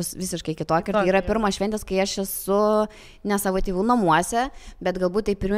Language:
Lithuanian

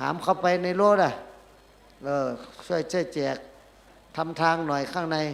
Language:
Shan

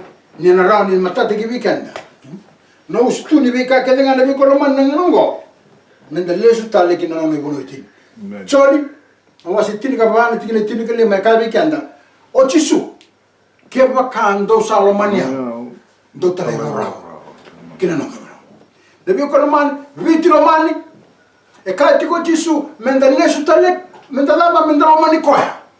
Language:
Fijian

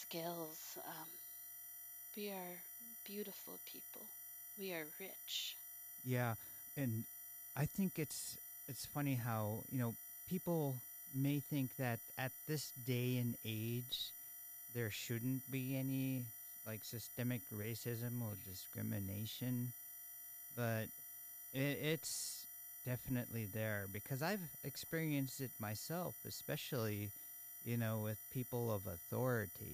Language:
English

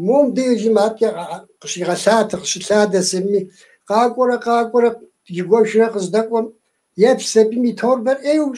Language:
Kabardian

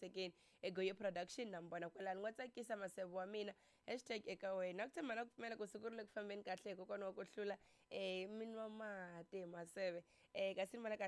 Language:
Tsonga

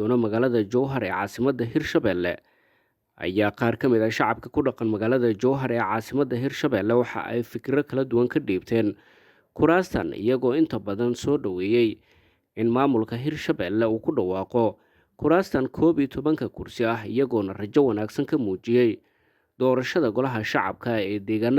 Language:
Somali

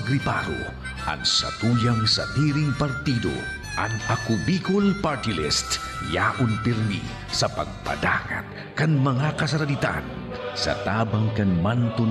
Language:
Bikol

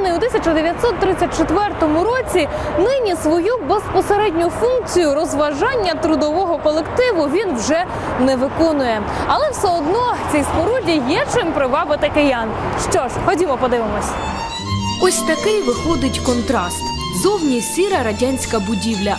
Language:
Ukrainian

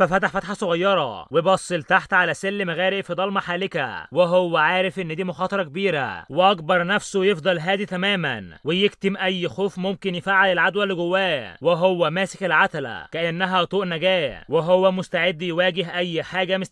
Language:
Egyptian Arabic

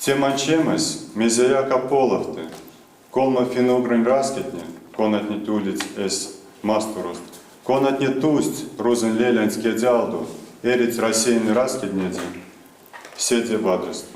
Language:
Erzya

